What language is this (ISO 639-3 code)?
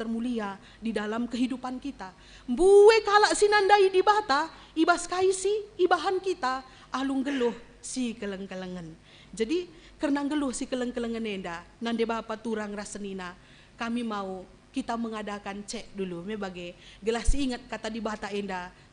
btx